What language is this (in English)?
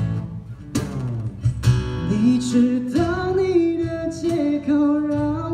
Chinese